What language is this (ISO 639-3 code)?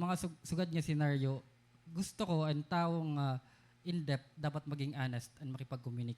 war